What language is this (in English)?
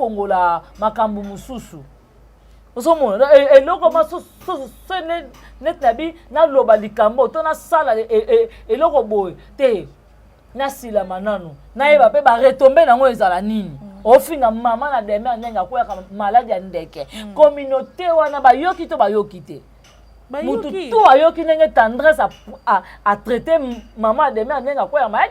Lingala